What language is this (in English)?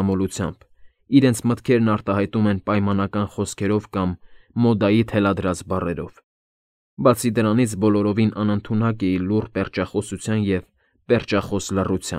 Armenian